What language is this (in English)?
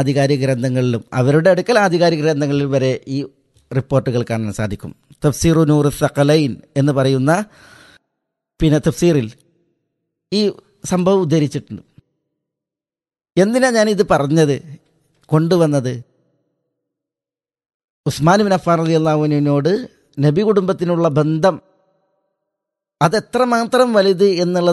Malayalam